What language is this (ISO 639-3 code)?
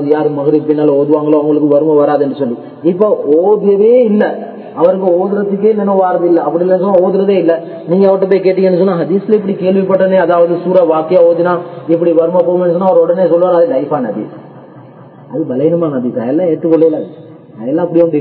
tam